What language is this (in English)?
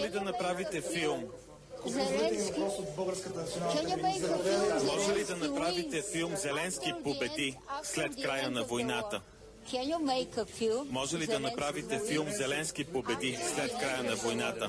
Bulgarian